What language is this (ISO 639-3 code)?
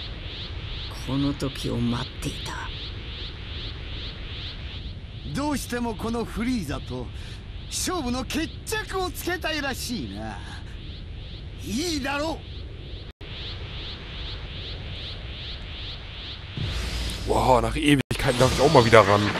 jpn